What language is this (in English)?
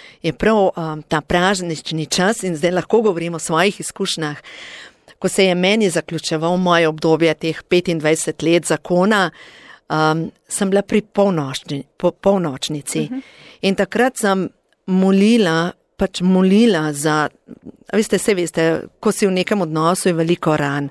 Slovenian